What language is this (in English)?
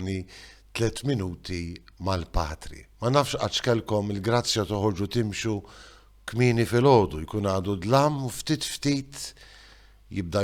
Maltese